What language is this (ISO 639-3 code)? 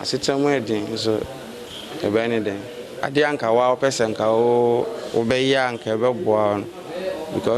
aka